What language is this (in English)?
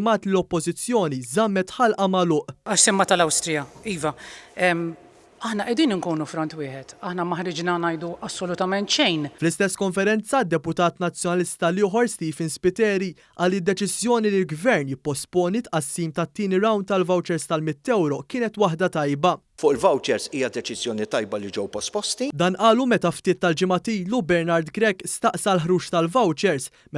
Maltese